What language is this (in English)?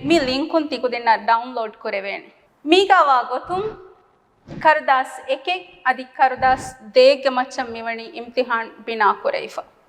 Divehi